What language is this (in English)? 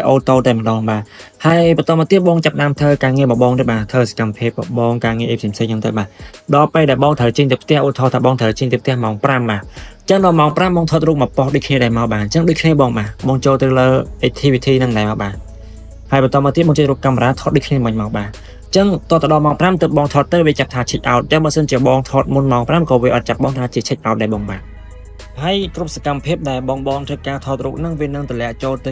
Khmer